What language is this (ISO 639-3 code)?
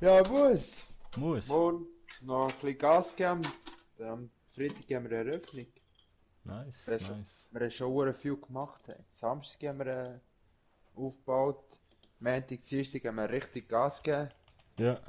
gsw